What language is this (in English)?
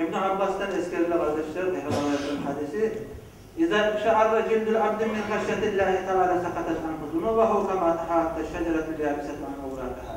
Kumyk